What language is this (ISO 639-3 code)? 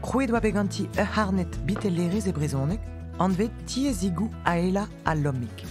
bre